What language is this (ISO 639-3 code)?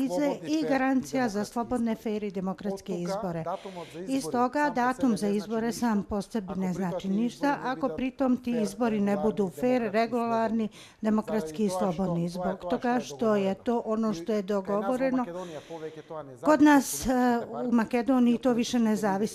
bos